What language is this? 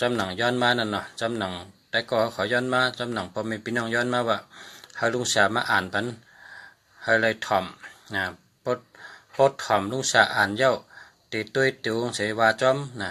Shan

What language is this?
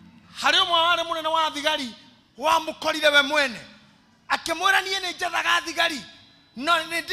Kikuyu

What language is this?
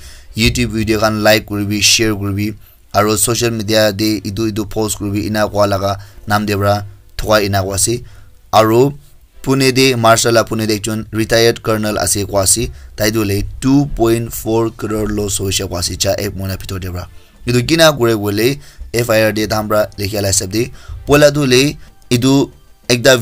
Naga Pidgin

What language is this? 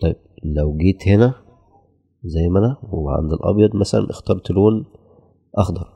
Egyptian Arabic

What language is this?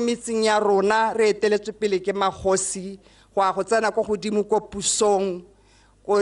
Tswana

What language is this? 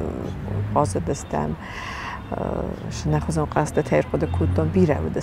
Ossetic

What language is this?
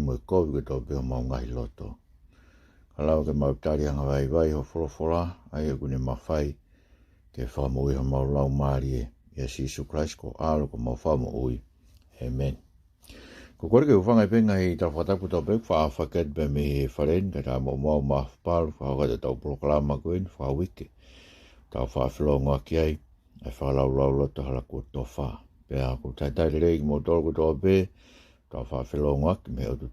Tongan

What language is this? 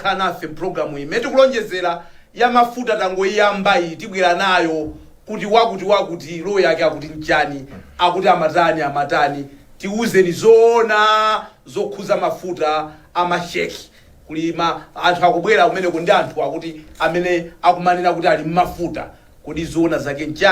Nyanja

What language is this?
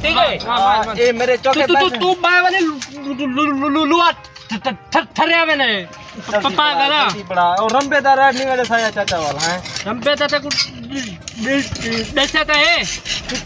Saraiki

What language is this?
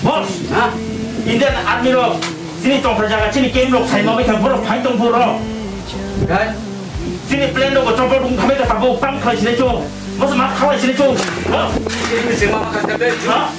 Kok Borok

